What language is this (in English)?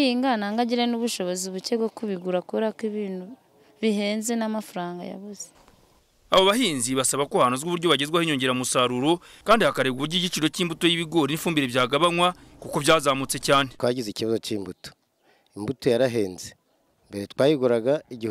Kinyarwanda